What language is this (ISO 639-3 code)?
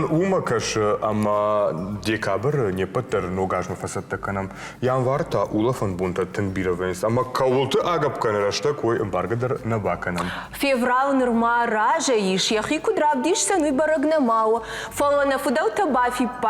oss